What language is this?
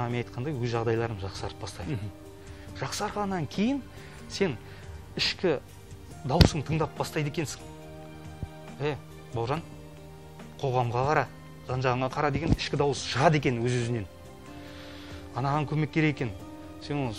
Kazakh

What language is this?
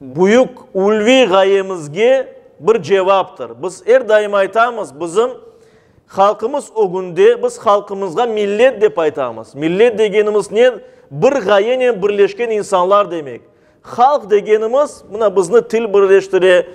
Crimean Tatar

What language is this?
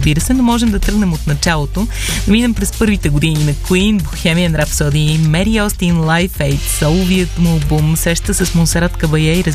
Bulgarian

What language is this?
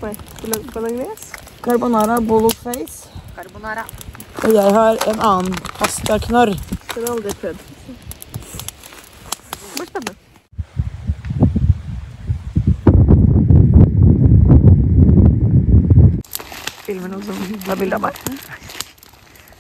Norwegian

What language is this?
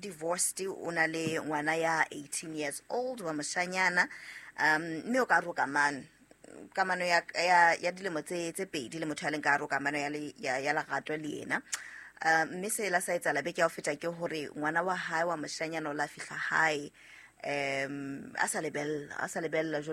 Southern Sotho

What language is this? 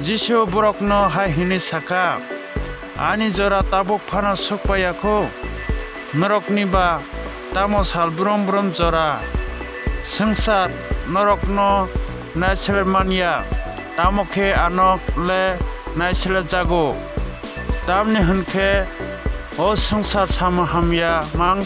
Kok Borok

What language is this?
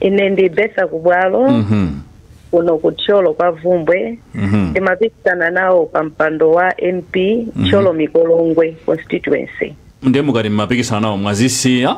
Nyanja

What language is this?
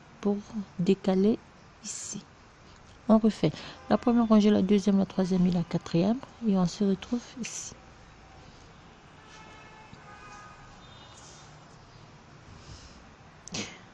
French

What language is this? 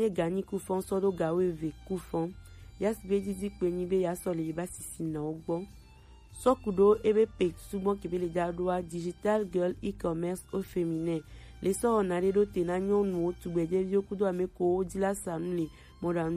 Gen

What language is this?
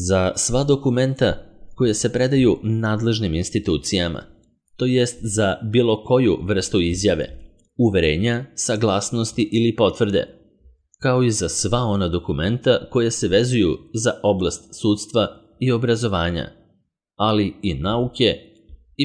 Serbian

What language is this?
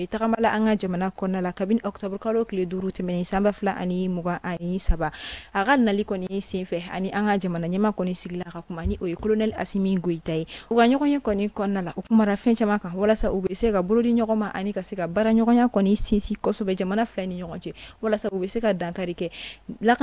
Bambara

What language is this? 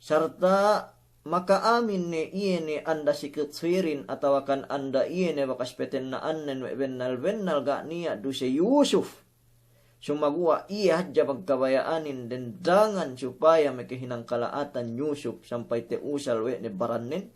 Yakan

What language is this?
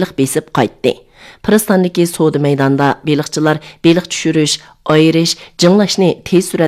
Uyghur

